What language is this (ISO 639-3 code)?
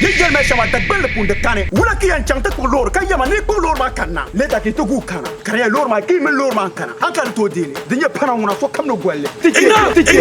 dag